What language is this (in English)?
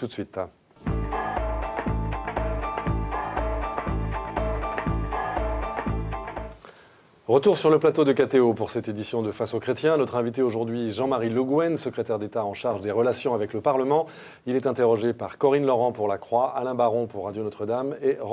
French